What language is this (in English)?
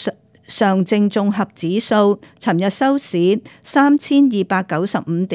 Cantonese